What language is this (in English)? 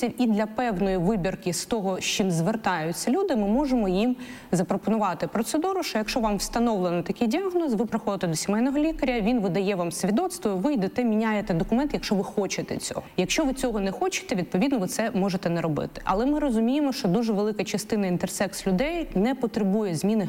Ukrainian